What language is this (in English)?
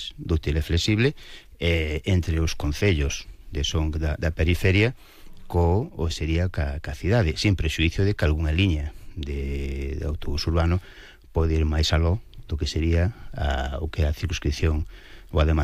Galician